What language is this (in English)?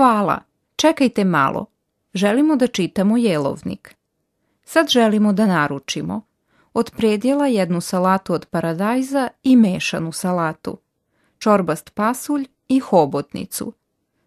Serbian